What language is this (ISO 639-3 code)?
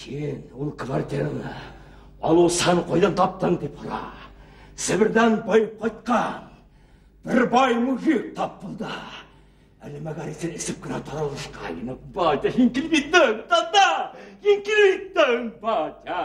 bak